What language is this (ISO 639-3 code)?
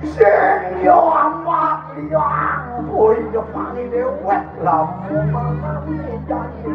ban